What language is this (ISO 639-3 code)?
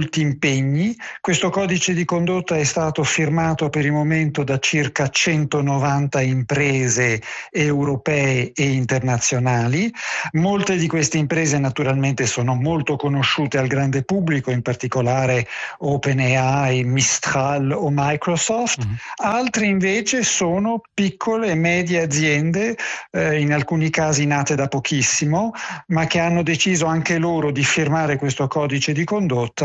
ita